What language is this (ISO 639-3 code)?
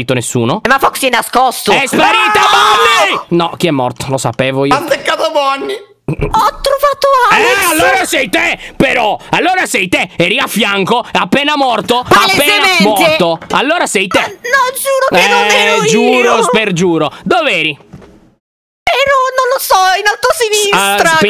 ita